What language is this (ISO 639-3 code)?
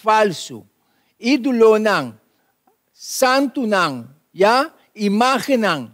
pap